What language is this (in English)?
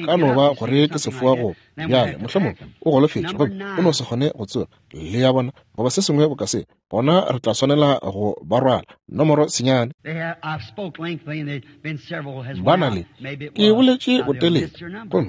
Northern Sotho